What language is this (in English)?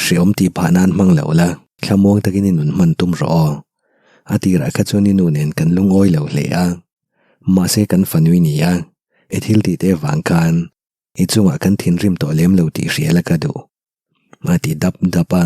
Mizo